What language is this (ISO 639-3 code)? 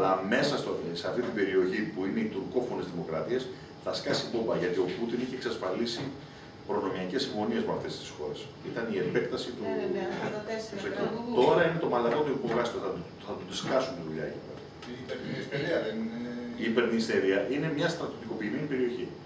ell